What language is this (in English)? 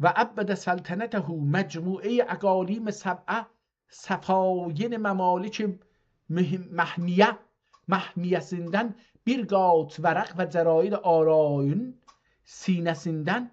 South Azerbaijani